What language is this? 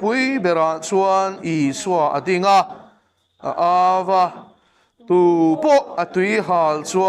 Mizo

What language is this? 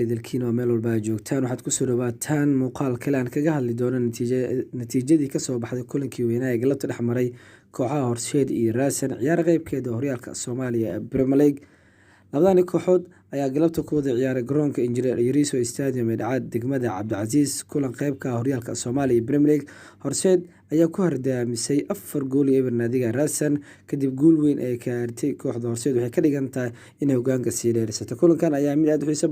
Somali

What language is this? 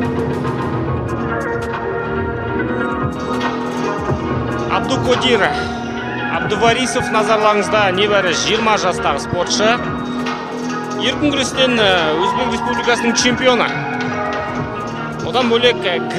Kazakh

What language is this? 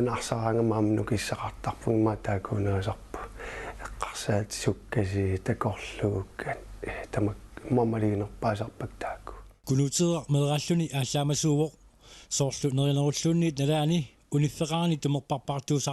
Kalaallisut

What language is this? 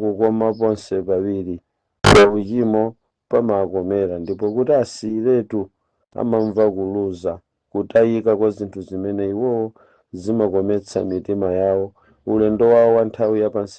Nyanja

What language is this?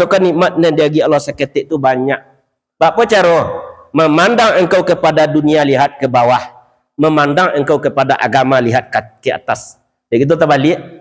Minangkabau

